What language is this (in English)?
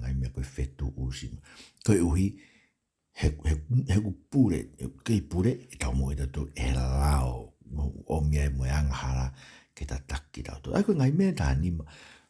Tongan